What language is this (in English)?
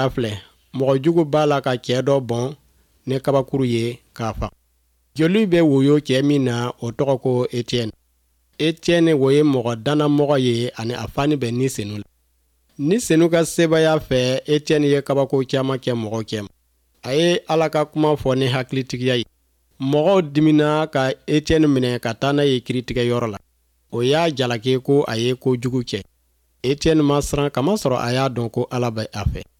Bambara